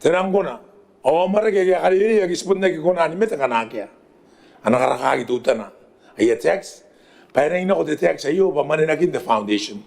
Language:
Gilbertese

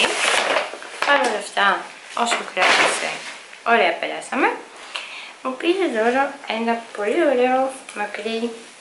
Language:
Greek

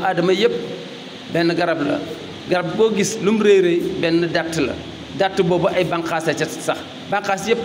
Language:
Wolof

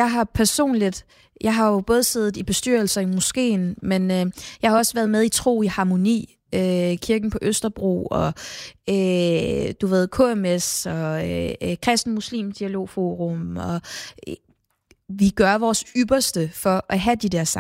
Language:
Danish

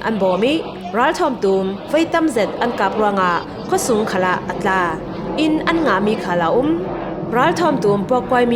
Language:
Falam Chin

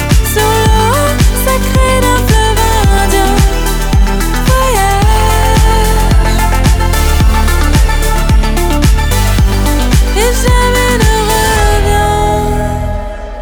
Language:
French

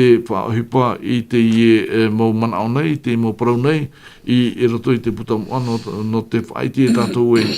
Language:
Tahitian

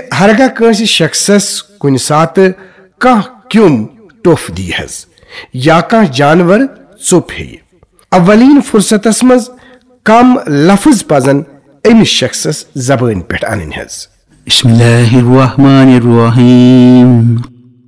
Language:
Kashmiri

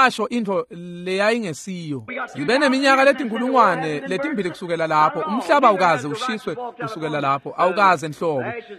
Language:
Swati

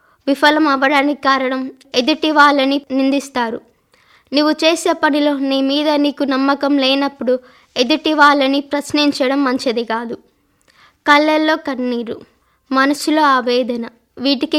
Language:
Telugu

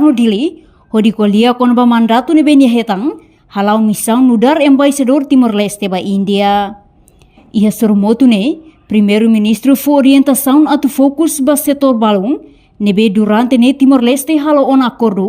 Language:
Tetum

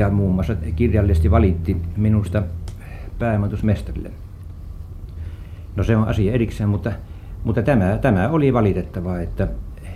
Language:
Finnish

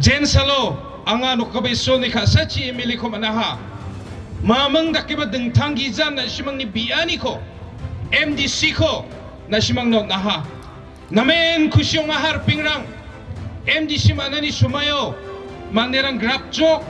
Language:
Garo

